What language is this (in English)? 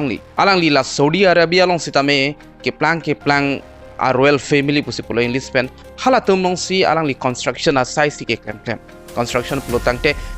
Karbi